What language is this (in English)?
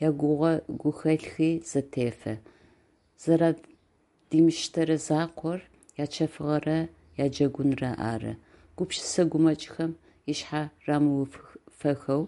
Adyghe